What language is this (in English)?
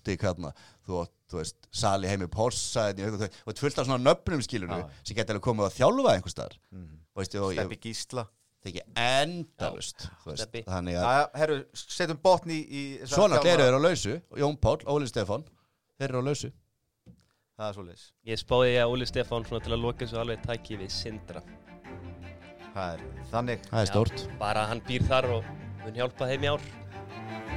Icelandic